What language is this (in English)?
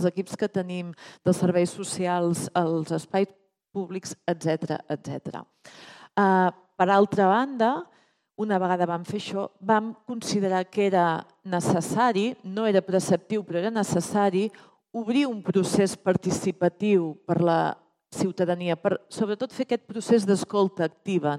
Catalan